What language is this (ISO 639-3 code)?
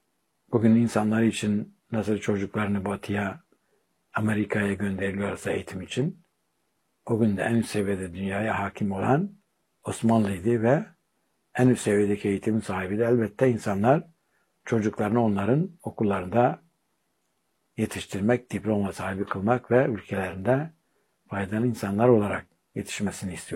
tur